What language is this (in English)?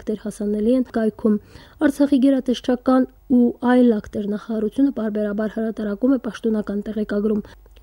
Armenian